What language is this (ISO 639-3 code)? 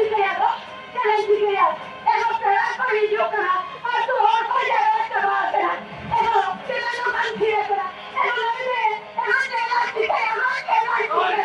sat